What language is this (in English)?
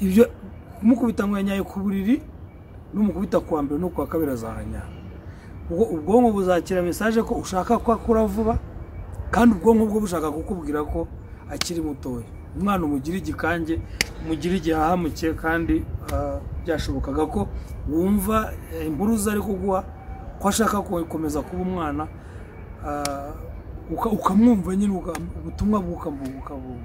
Kinyarwanda